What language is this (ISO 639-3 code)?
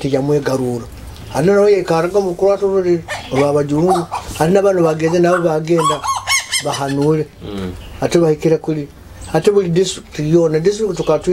nyo